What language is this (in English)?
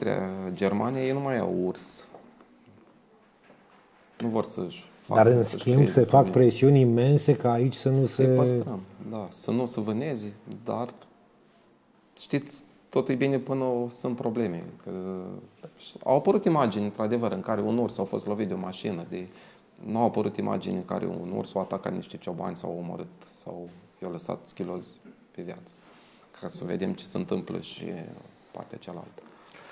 Romanian